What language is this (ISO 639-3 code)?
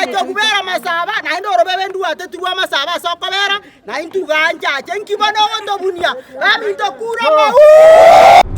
guz